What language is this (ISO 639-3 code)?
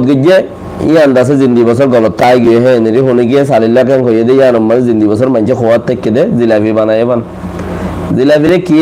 rhg